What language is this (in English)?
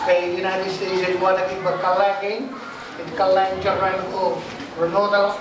Marshallese